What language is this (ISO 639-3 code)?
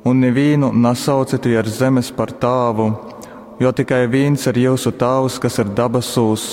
ltg